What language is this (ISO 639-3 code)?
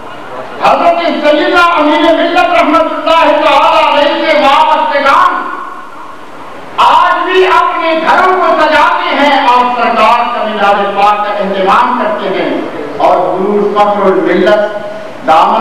urd